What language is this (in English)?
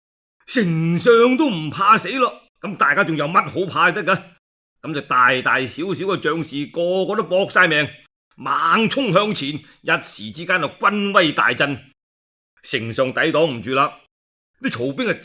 Cantonese